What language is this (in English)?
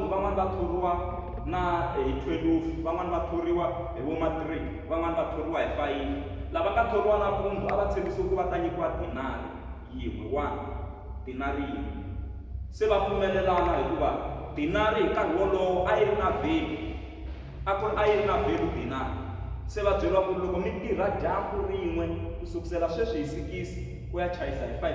Tsonga